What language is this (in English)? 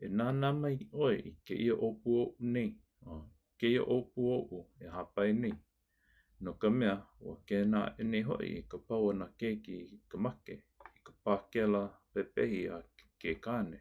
Hawaiian